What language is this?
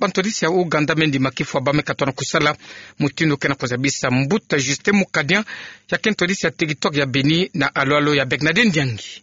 Kituba (Democratic Republic of Congo)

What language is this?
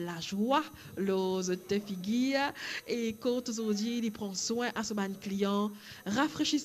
Morisyen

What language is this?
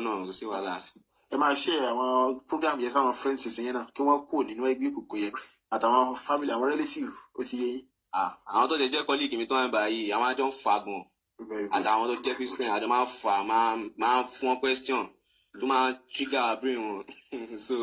Yoruba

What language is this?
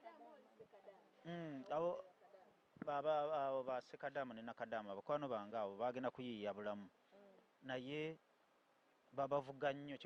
Ganda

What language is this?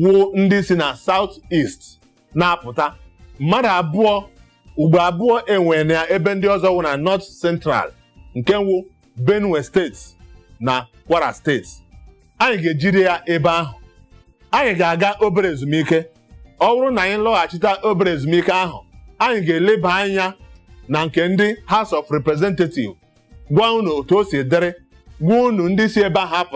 Igbo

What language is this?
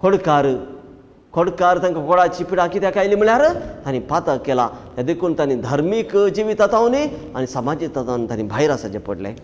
Konkani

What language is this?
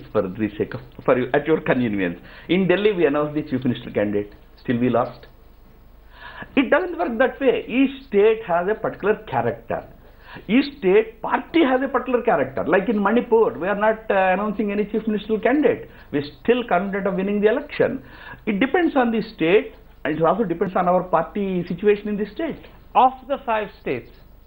English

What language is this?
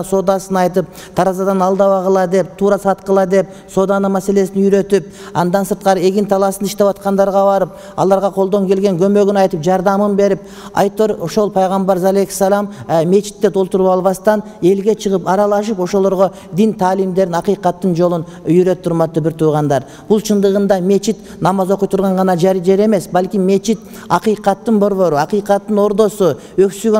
Kyrgyz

